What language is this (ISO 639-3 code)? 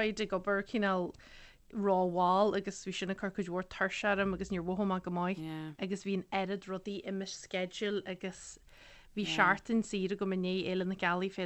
gle